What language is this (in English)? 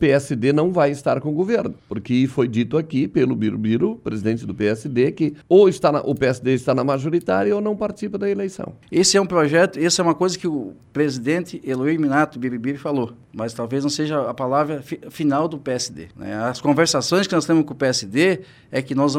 Portuguese